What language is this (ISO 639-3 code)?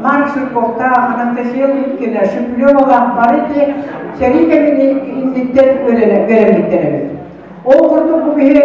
sah